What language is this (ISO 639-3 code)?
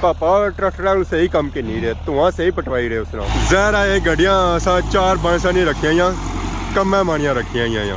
phr